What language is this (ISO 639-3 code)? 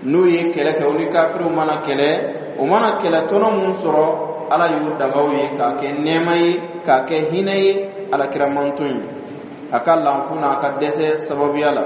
dyu